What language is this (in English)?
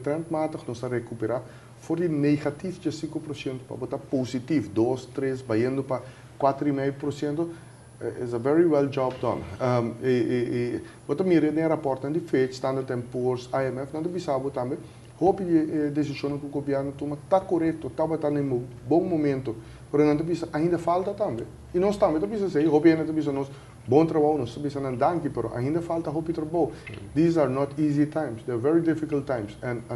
Papiamento